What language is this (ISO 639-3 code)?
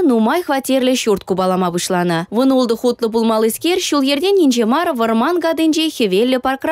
chv